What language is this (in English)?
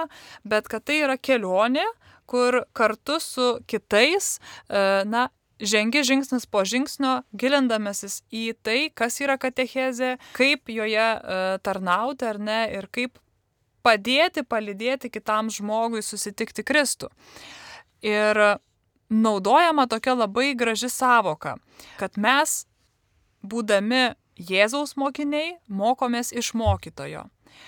Lithuanian